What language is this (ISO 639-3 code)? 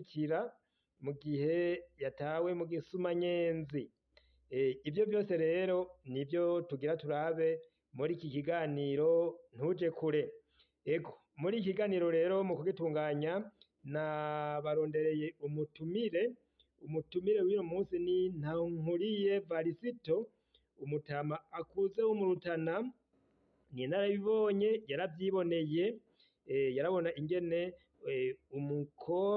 run